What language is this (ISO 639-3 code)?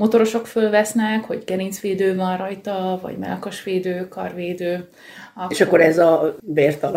hun